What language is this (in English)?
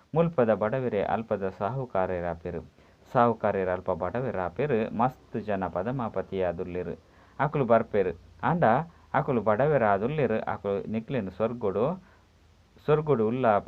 Tulu